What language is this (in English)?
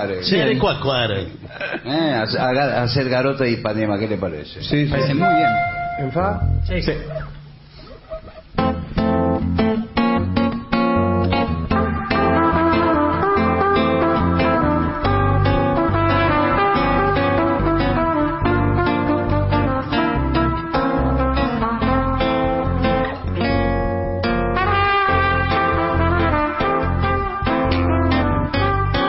Spanish